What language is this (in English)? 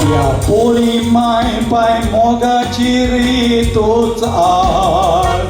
Konkani